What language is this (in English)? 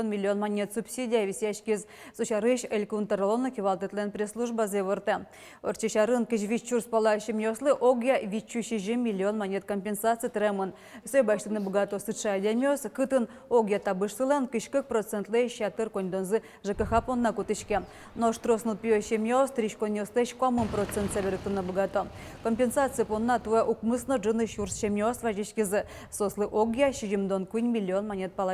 Udmurt